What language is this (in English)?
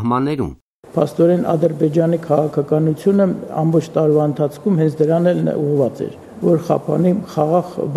Armenian